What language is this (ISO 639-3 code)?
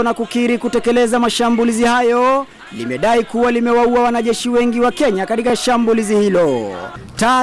swa